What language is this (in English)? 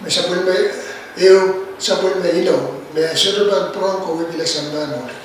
Pohnpeian